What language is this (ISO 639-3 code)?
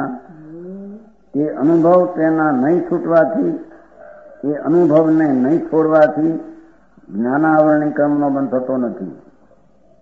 guj